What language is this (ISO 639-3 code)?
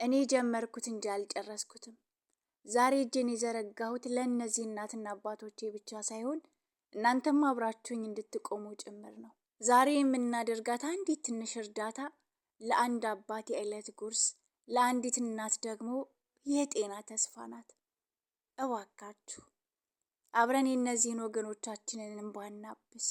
amh